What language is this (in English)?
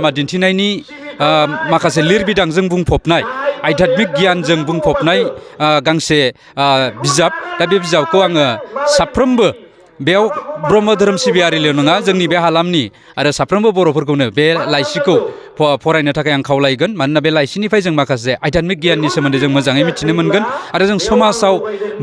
Bodo